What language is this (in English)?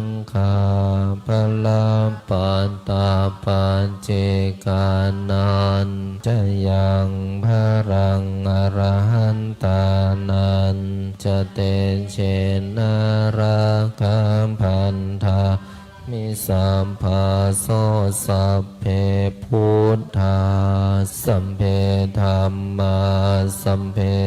Pali